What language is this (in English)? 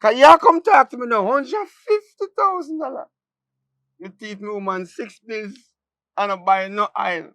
Jamaican Creole English